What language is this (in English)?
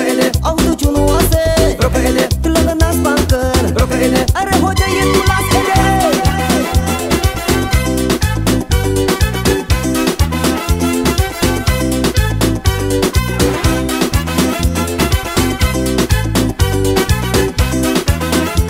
Bhojpuri